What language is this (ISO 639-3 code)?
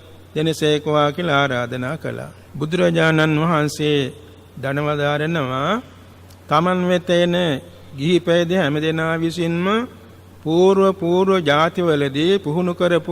sin